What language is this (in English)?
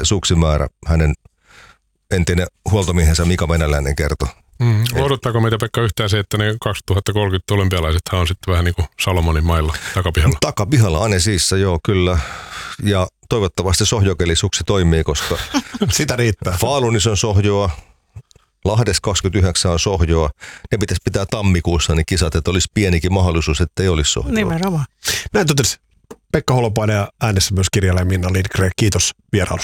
Finnish